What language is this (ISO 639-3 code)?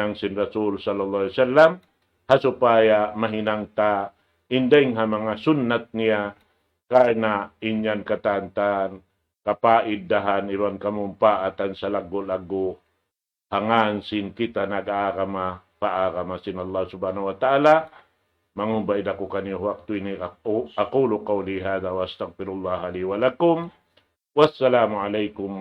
tsg